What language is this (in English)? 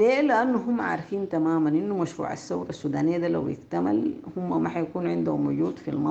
Sudanese Arabic